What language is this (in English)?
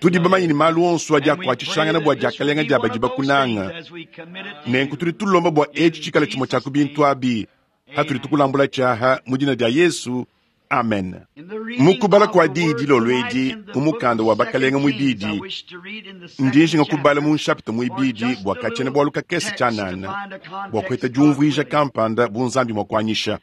Luba-Lulua